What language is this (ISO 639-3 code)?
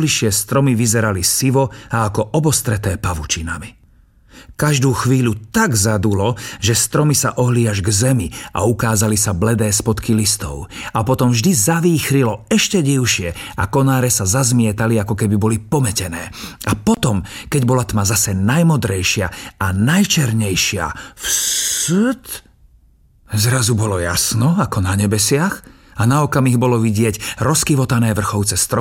slk